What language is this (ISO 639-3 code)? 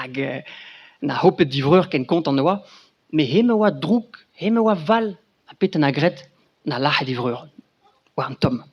bre